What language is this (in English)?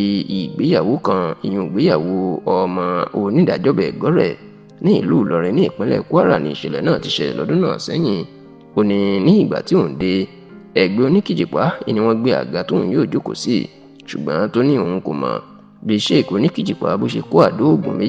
Yoruba